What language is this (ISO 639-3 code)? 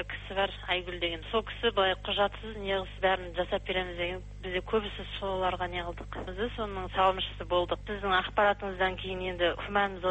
kaz